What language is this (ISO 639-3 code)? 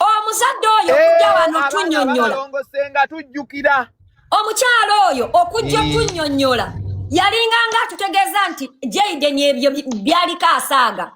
lug